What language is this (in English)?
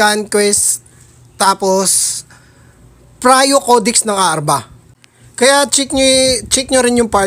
Filipino